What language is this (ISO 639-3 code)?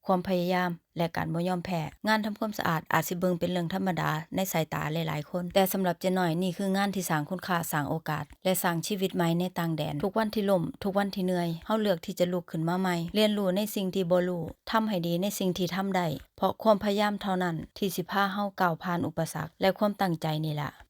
lao